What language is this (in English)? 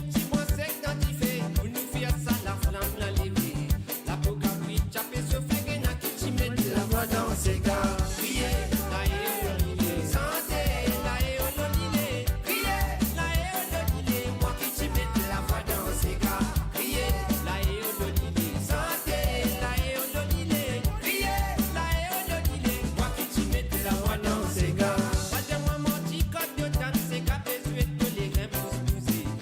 Morisyen